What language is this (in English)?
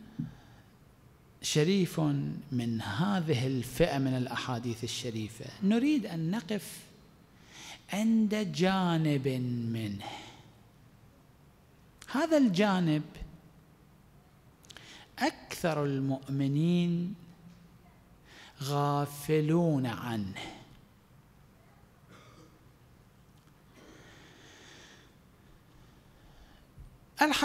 Arabic